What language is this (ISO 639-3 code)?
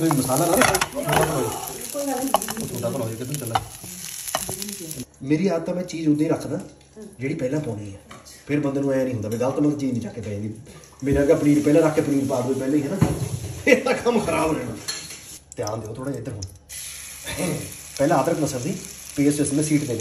pan